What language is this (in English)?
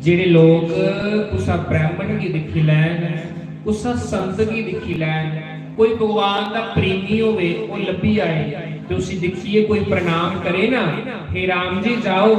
Dogri